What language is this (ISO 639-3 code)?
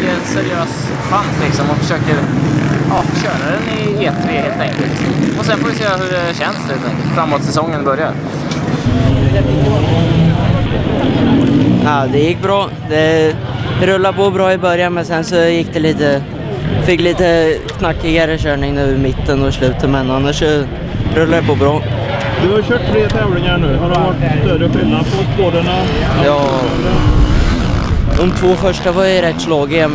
swe